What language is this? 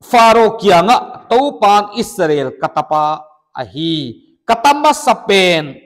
Paite Chin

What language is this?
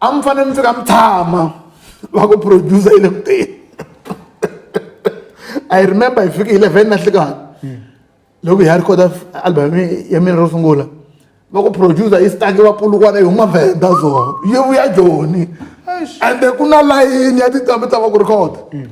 Tsonga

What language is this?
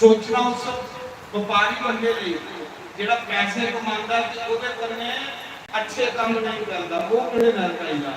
Dogri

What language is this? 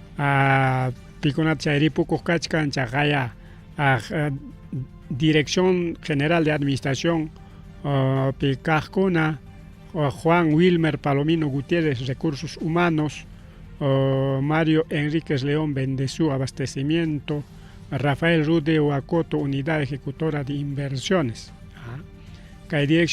Ayacucho Quechua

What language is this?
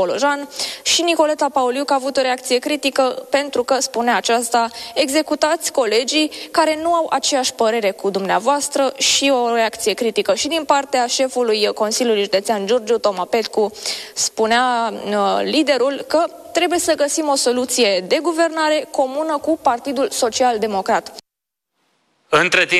Romanian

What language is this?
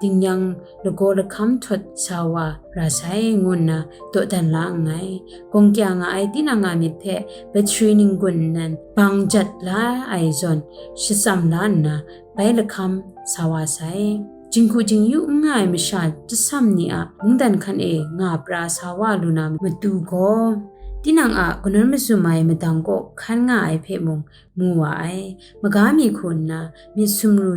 Kachin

